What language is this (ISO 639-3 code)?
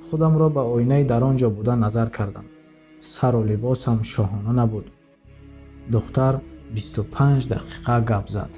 tgk